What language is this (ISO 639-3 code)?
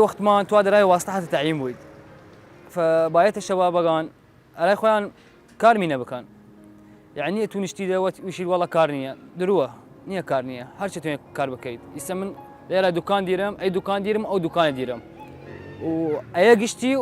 sdh